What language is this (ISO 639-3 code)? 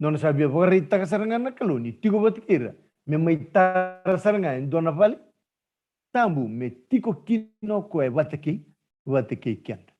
fij